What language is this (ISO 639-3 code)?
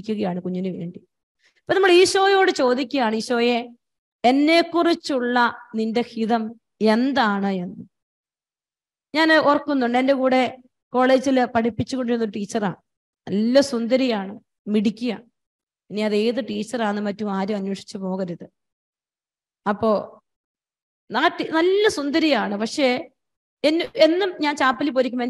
mal